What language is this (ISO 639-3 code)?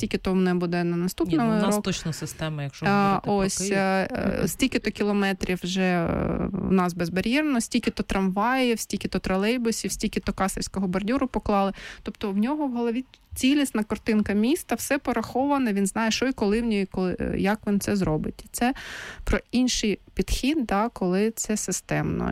ukr